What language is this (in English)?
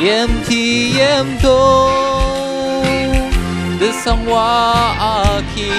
Ao Naga